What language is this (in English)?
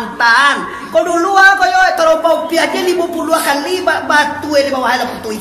Minangkabau